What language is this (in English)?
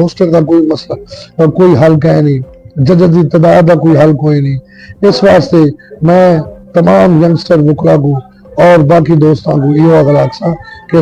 Saraiki